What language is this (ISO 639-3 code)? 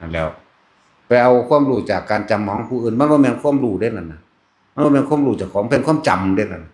tts